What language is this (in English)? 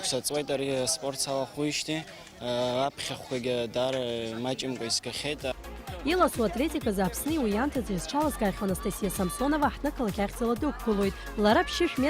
Abkhazian